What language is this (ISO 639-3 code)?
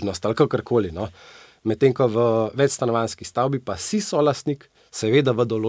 slv